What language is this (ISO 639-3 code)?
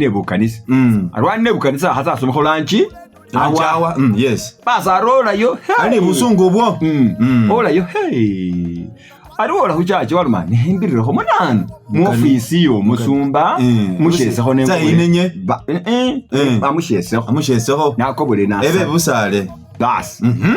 myx